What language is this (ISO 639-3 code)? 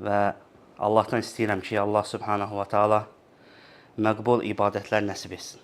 aze